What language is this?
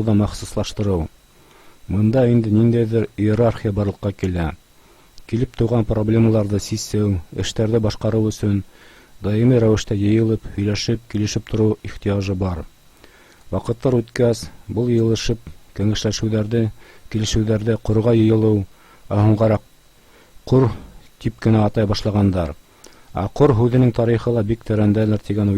Bashkir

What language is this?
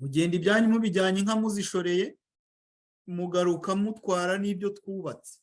Kinyarwanda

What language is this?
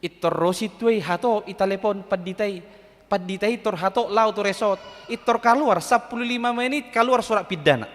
Batak Toba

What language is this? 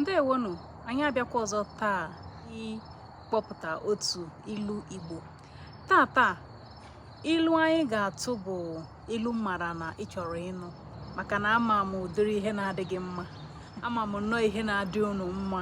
Igbo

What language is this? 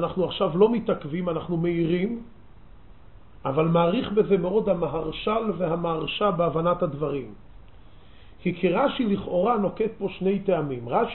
Hebrew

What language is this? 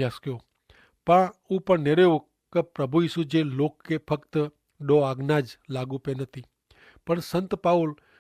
Kachhi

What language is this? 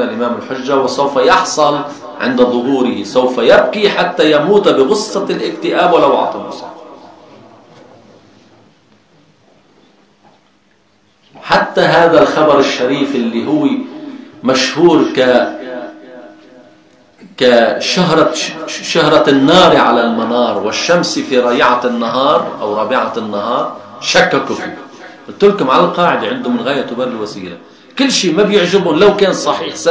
Arabic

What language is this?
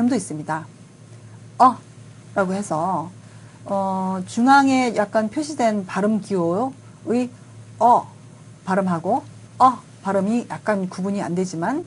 Korean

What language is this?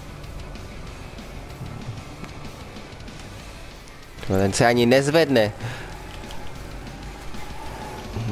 Czech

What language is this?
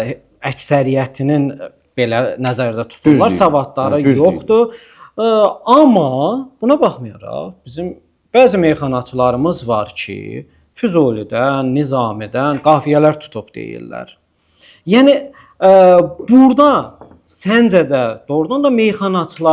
Azerbaijani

